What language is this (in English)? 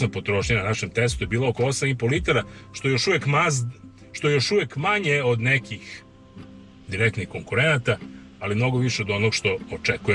Serbian